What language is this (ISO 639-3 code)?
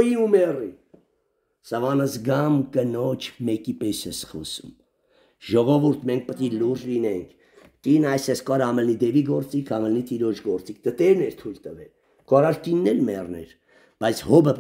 hye